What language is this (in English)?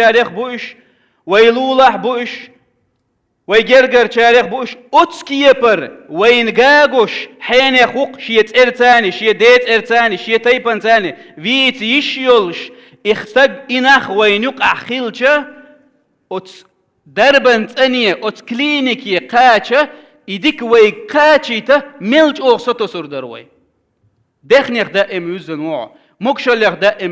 Chechen